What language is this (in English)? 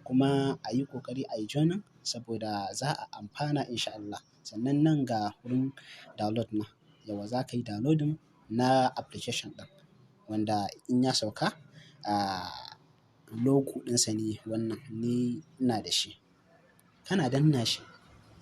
Hausa